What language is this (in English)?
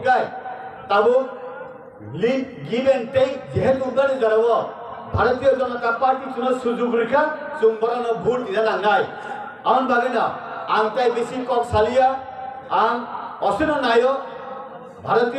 Kok Borok